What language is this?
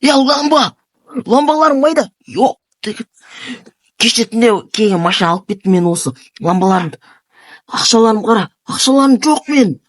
Kazakh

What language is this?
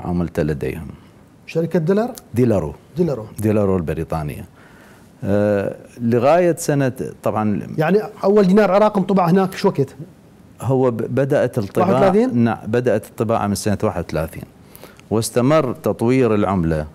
Mesopotamian Arabic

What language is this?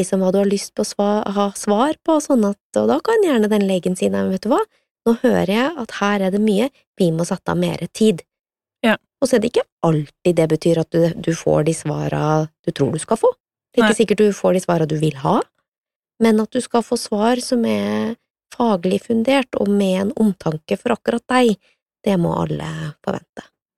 Norwegian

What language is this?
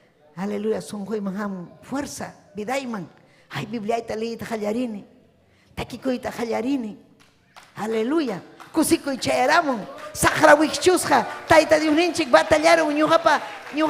Ayacucho Quechua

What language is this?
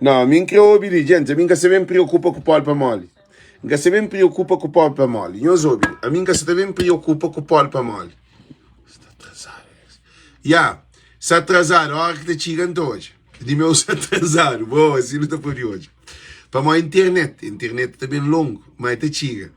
Kabuverdianu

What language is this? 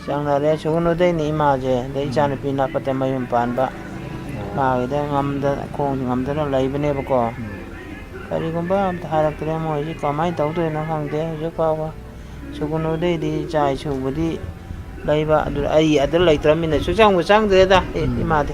Manipuri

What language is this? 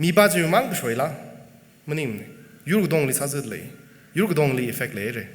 Tangkhul Naga (India)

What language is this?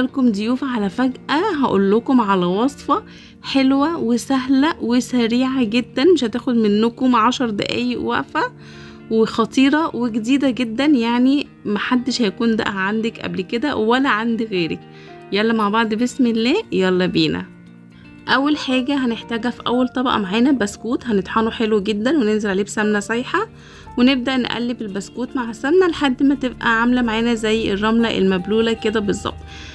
Egyptian Arabic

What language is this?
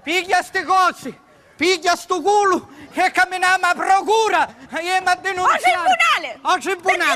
Sicilian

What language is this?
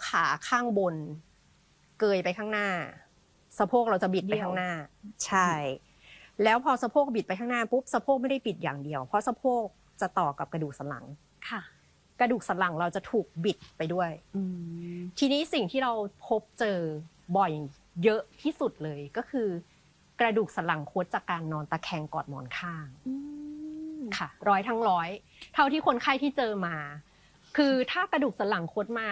Thai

